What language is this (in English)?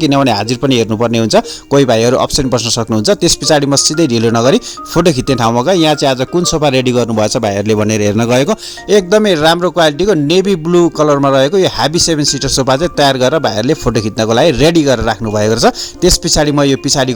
Nepali